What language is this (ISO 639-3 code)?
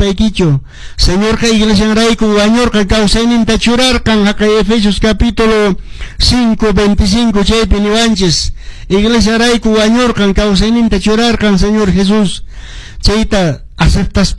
que